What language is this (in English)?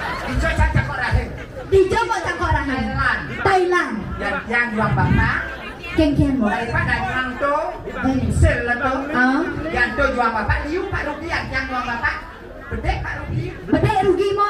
Balinese